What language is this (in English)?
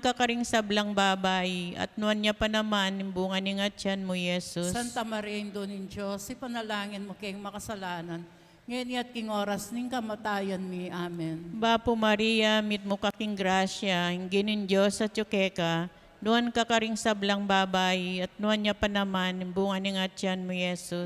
Pampanga